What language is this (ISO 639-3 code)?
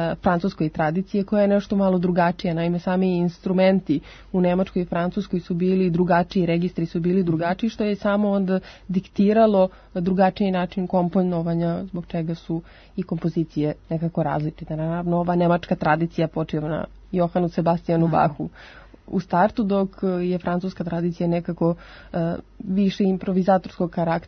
srp